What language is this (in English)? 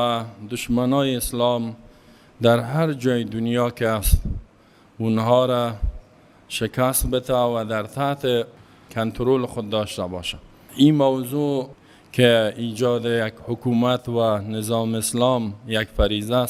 Persian